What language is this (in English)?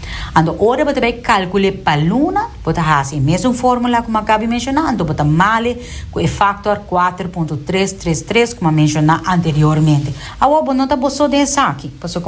Papiamento